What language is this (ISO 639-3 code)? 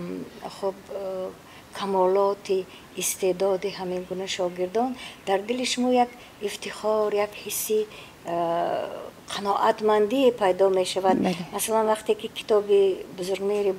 tgk